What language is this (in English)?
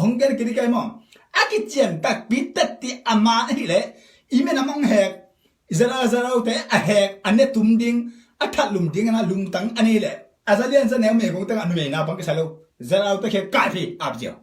Tedim Chin